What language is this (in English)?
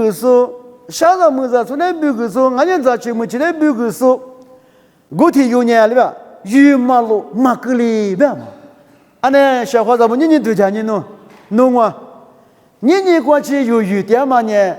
Lisu